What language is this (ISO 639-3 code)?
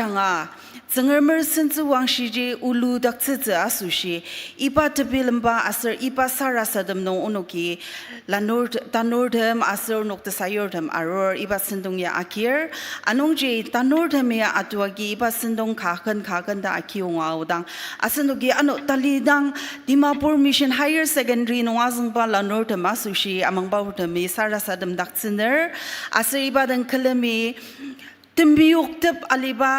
njo